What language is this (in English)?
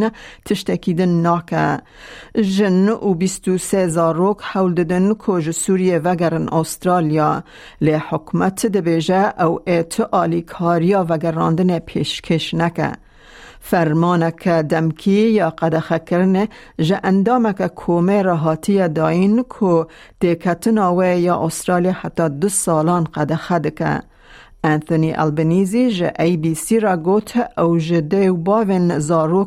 Kurdish